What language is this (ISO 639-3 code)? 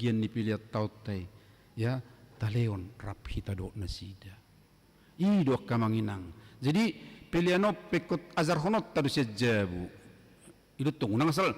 bbc